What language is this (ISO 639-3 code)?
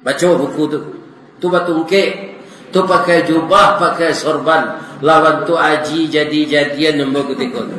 min